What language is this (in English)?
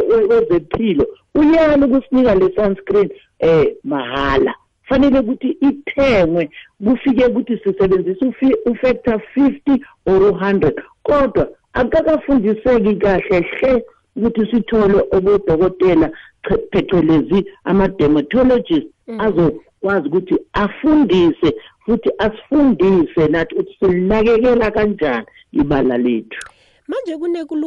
South Ndebele